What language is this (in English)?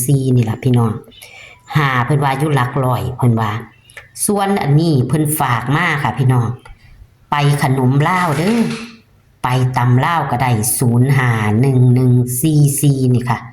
Northeastern Thai